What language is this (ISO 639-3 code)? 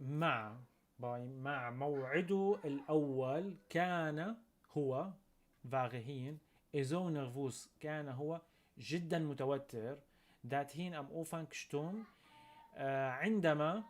apc